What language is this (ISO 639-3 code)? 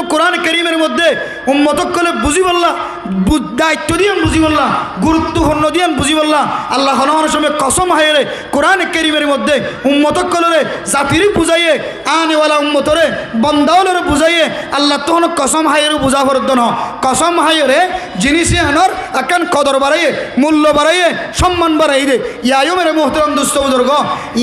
rhg